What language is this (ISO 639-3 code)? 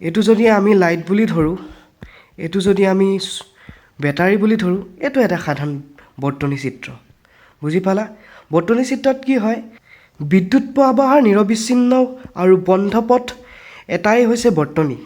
asm